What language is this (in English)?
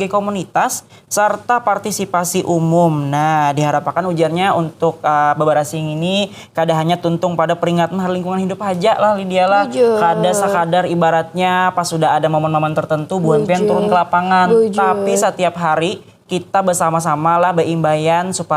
Banjar